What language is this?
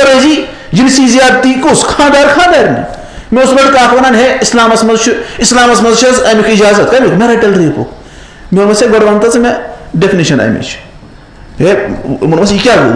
Kashmiri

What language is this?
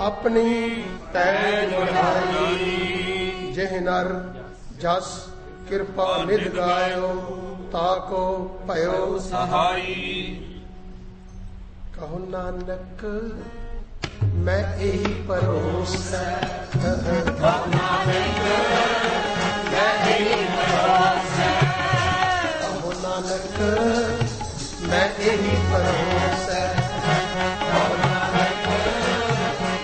Punjabi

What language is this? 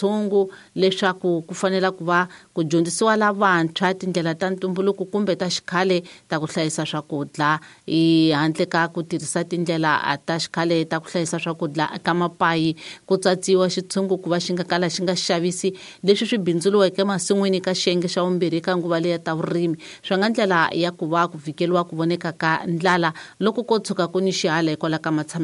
Tsonga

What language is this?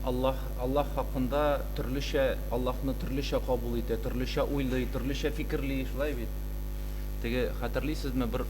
Tatar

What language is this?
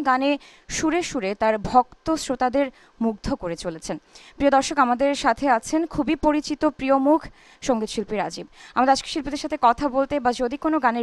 Bangla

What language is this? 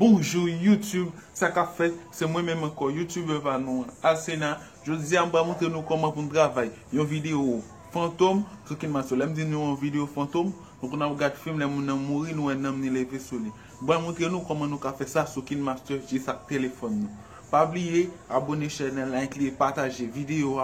Haitian Creole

